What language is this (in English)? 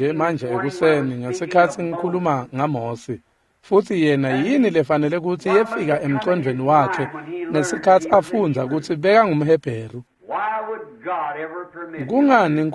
Swati